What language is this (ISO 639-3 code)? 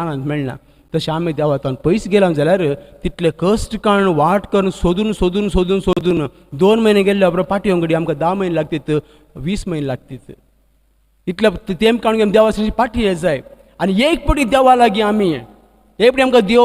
kok